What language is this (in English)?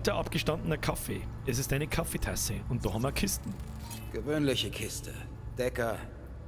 Bavarian